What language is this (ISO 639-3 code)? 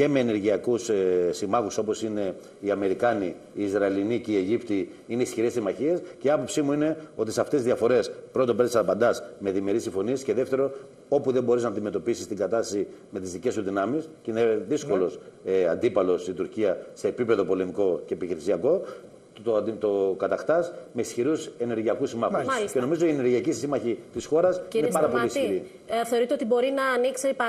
ell